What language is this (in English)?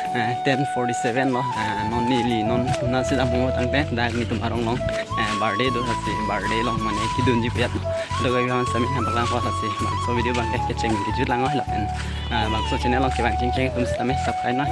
Karbi